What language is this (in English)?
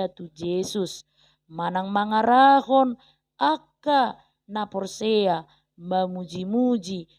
Batak Toba